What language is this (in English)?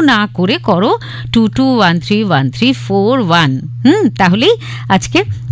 Bangla